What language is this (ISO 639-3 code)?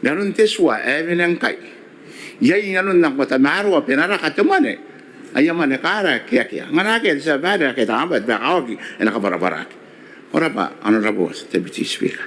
gil